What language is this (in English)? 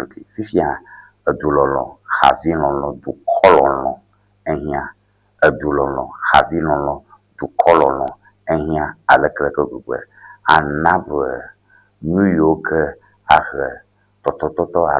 Ewe